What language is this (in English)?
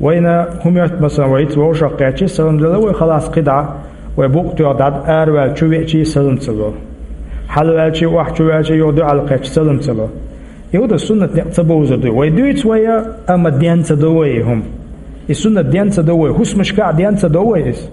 Chechen